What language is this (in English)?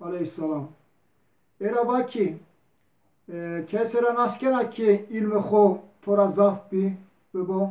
Zaza